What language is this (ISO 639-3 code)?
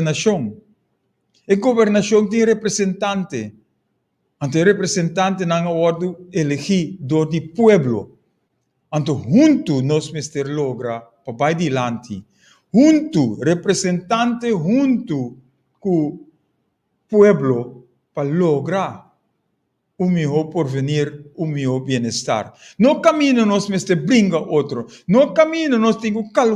pap